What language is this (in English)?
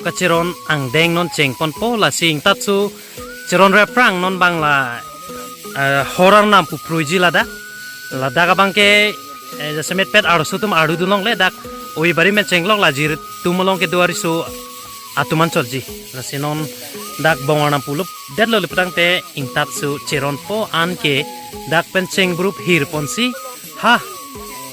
Karbi